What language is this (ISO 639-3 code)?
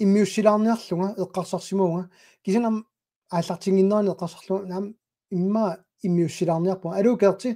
kal